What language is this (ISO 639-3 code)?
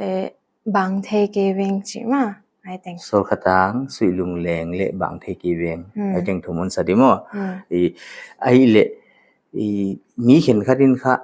pck